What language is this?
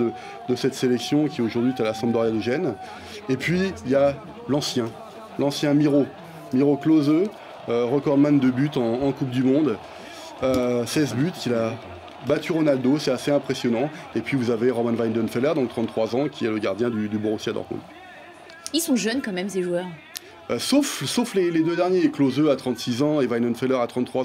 French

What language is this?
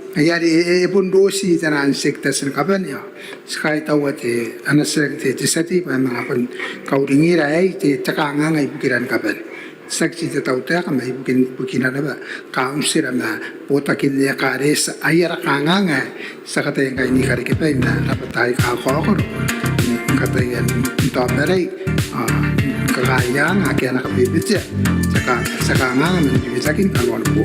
Gilbertese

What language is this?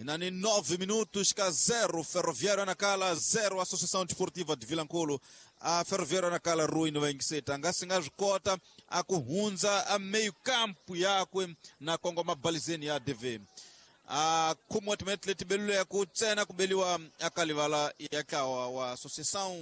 Tsonga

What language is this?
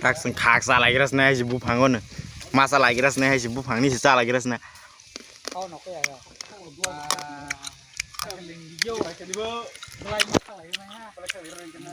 Kok Borok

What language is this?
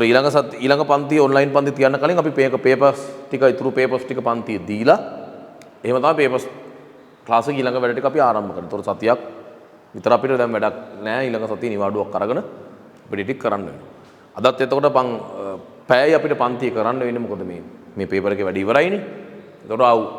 Sinhala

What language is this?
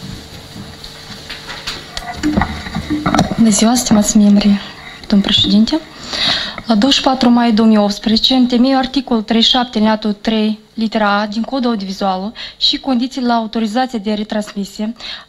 Romanian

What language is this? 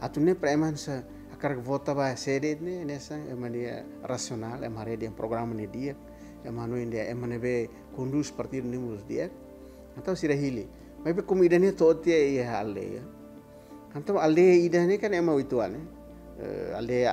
Tetum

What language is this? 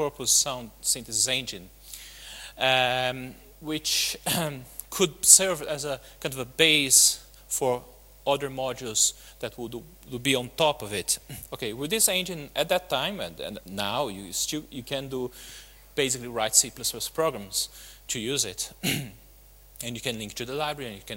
English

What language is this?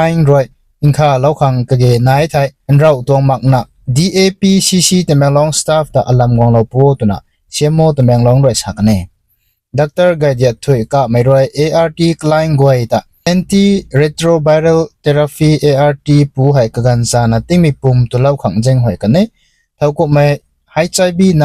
Rongmei Naga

